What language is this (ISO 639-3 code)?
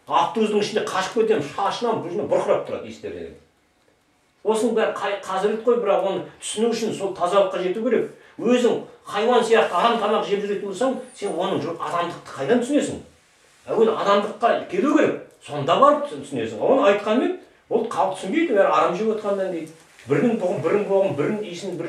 kaz